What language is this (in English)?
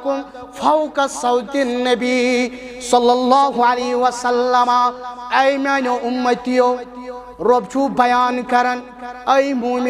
Kashmiri